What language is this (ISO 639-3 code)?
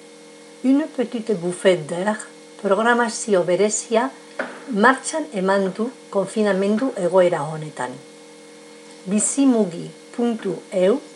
eus